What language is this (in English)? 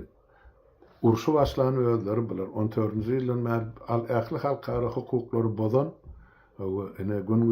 Turkmen